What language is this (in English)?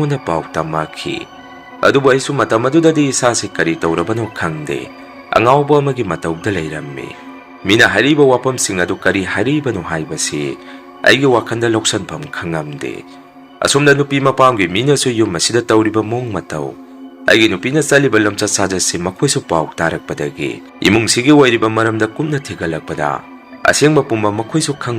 Manipuri